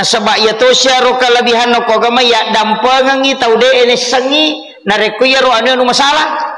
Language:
Buginese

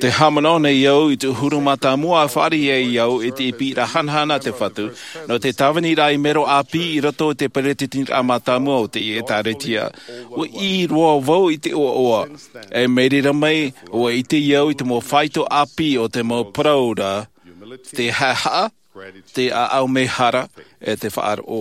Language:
Tahitian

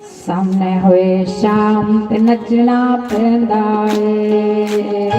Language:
Dogri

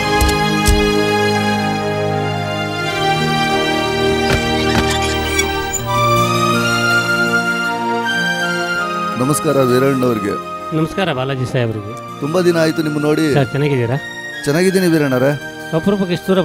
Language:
Kannada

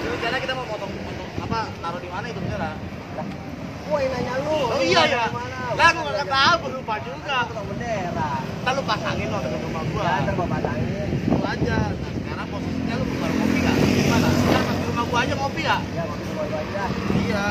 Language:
Betawi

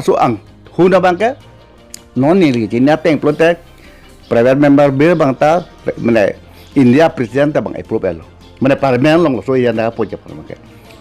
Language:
Karbi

